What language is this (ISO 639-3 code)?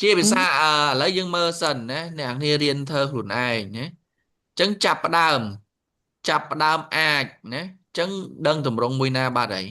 khm